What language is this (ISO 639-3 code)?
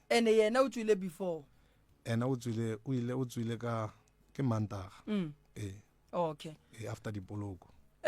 nso